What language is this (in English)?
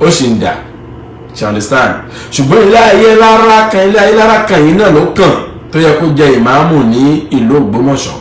Yoruba